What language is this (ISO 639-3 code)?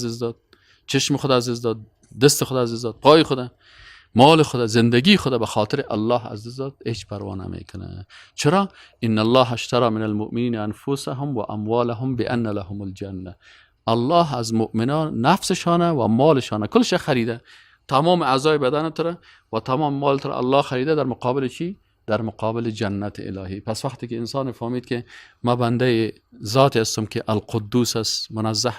fas